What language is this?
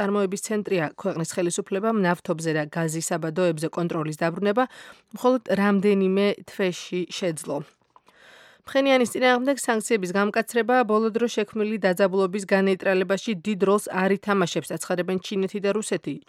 Georgian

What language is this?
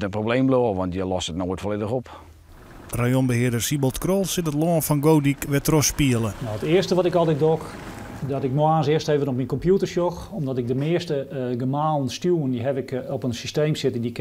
Western Frisian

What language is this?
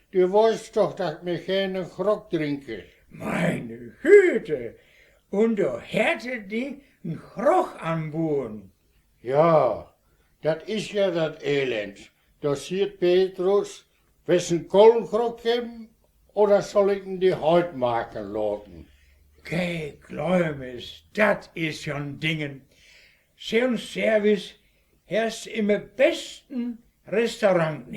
Westphalien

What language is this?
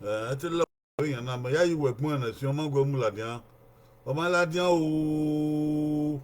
Bini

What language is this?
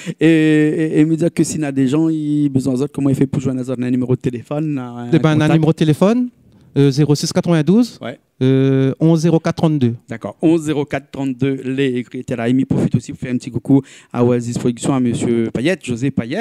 Réunion Creole French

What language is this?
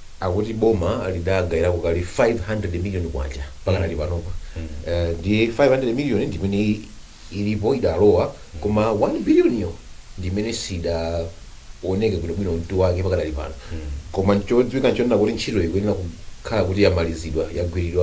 Nyanja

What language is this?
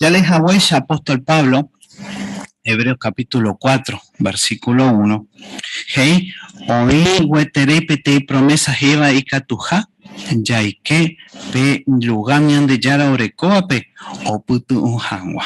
Guarani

